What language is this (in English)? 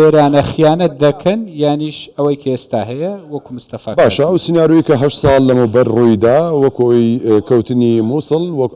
Central Kurdish